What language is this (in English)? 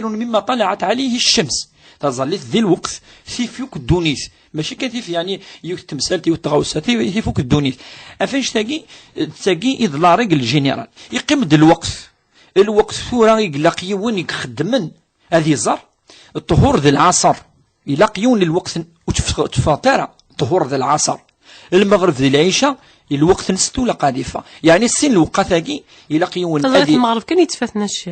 Kabyle